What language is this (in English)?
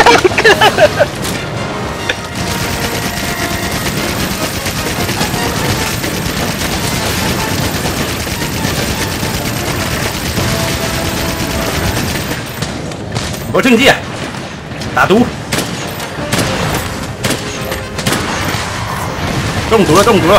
Chinese